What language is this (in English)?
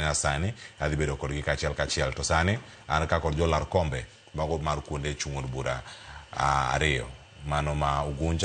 Luo (Kenya and Tanzania)